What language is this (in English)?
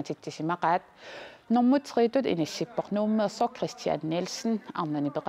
Kalaallisut